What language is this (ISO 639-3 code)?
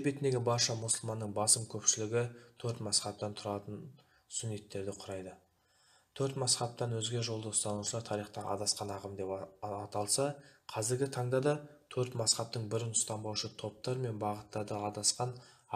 kaz